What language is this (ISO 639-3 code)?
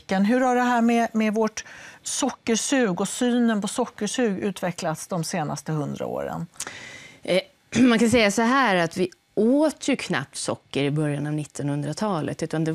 swe